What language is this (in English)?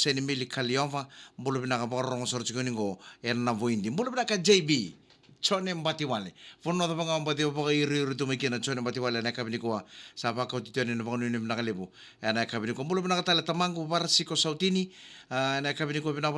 Fijian